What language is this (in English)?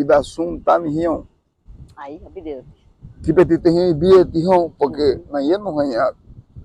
Garifuna